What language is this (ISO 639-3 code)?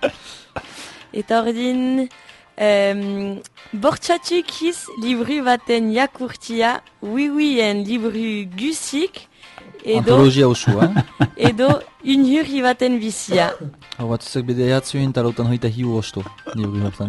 eus